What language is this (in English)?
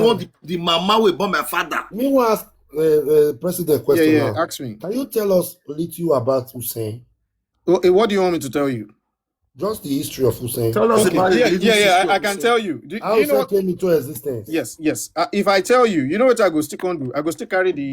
Nigerian Pidgin